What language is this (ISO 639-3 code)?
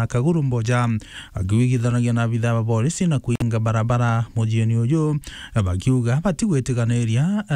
mer